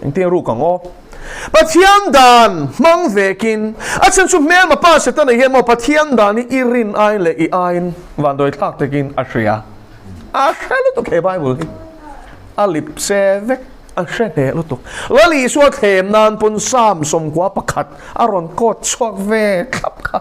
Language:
Mizo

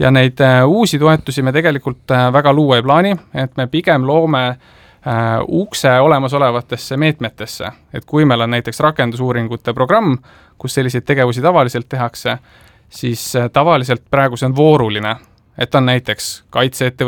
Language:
Estonian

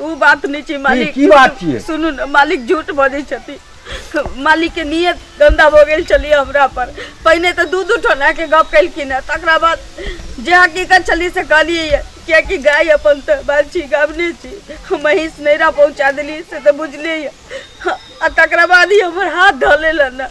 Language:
Maithili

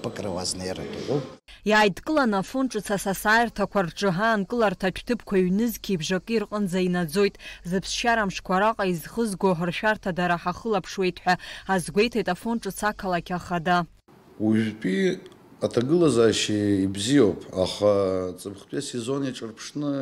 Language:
Abkhazian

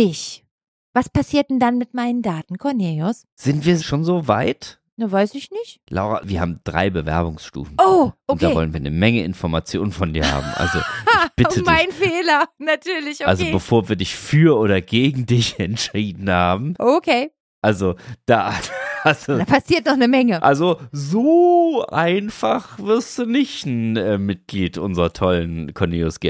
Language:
German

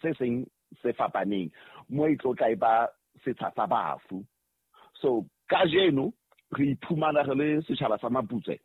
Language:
Southern Sotho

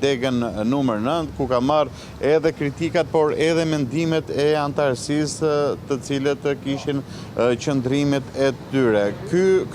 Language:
Albanian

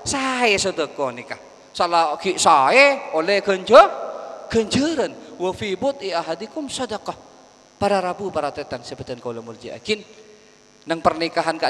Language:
Madurese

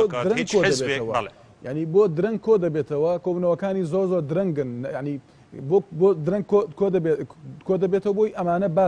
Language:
Central Kurdish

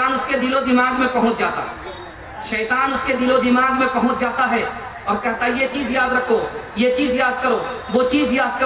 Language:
Urdu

